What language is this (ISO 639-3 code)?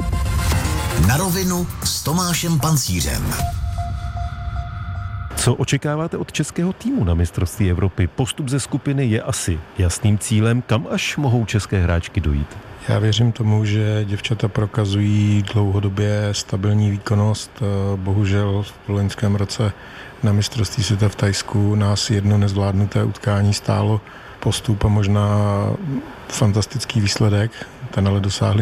ces